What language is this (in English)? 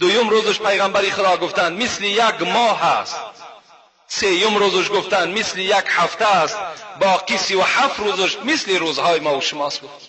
Tajik